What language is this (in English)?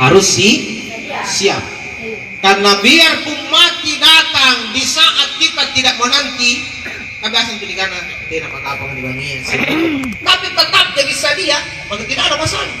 Makasar